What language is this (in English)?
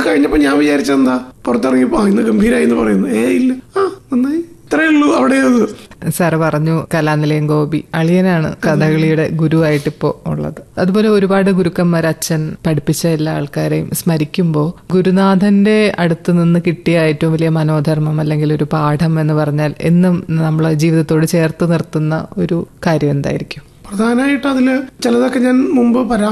Malayalam